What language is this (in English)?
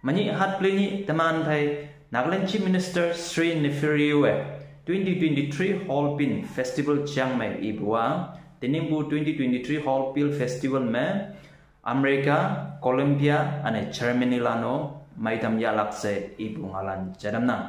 Konyak Naga